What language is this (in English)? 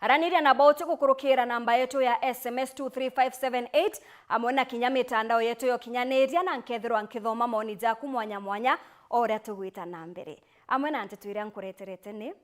Meru